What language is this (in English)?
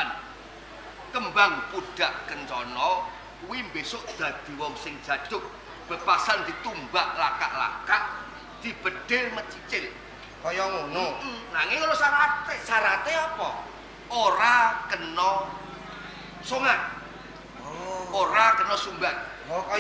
Javanese